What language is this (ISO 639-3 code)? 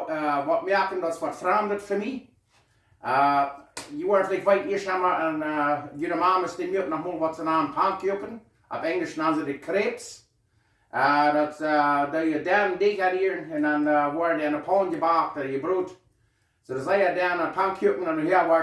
pdt